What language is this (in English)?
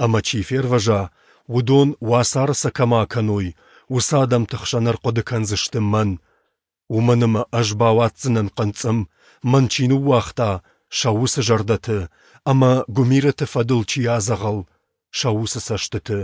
Ossetic